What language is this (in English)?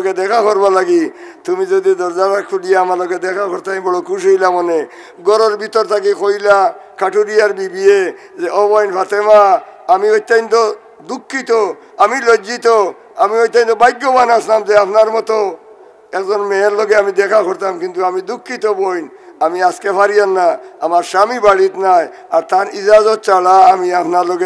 Sylheti